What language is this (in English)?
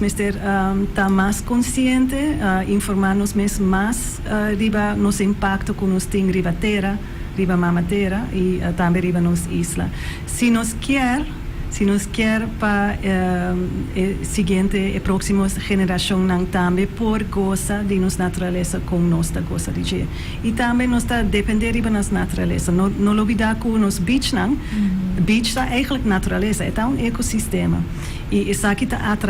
Papiamento